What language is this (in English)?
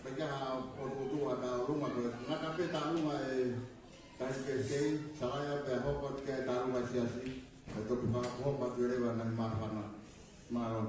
Tongan